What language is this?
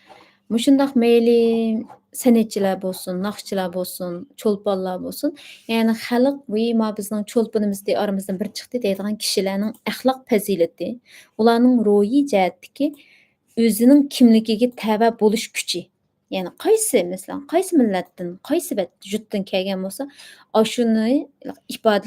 Uyghur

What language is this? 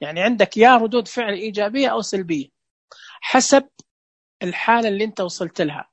Najdi Arabic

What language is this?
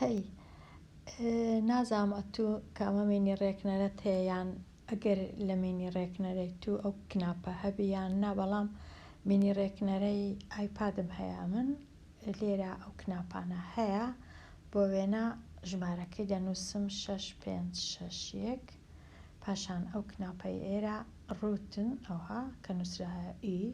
Central Kurdish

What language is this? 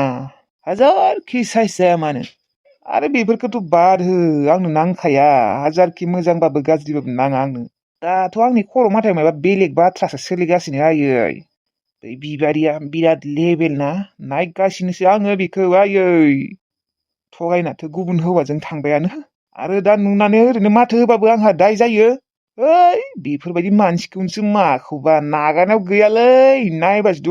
Bodo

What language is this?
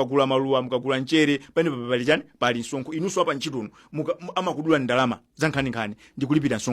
Nyanja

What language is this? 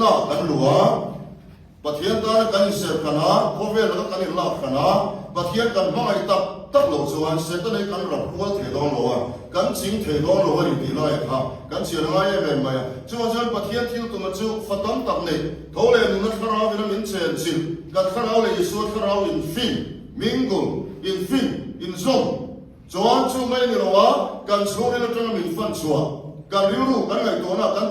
Mizo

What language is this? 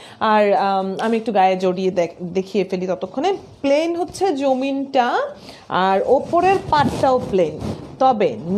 Bangla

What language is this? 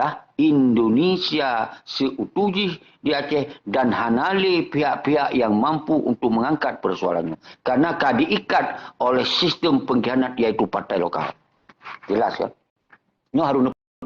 Achinese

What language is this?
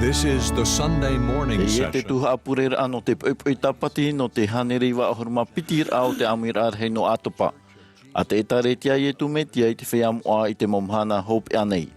Tahitian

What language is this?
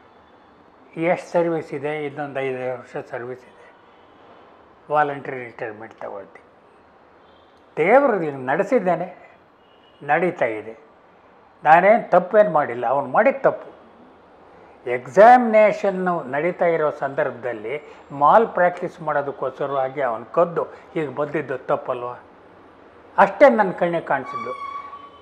Kannada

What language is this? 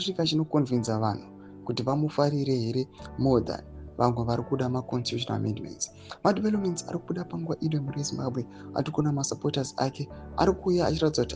Shona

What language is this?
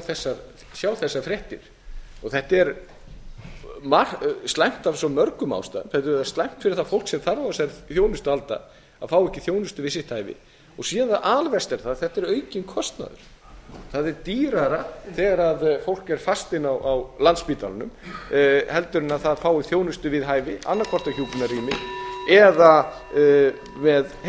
Icelandic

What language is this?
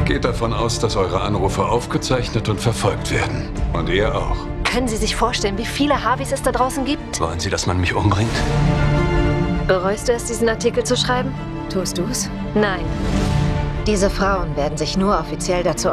German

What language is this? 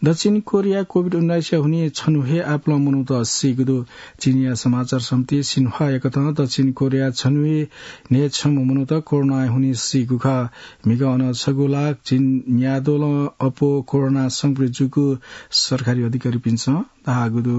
Newari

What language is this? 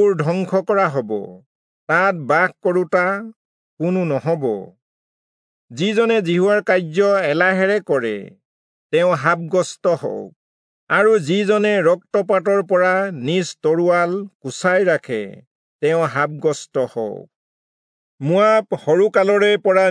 Assamese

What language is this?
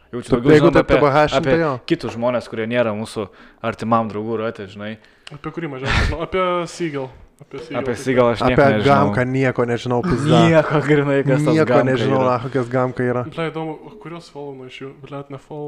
Lithuanian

